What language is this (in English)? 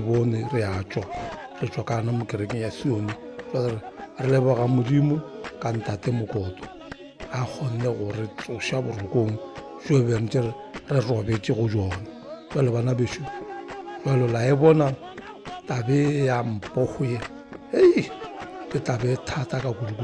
Northern Sotho